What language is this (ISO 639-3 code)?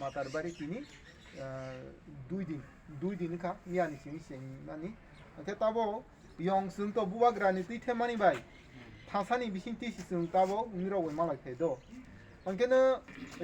trp